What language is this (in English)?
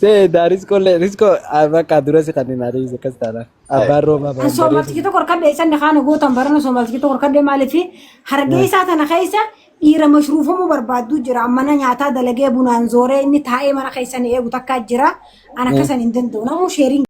Oromo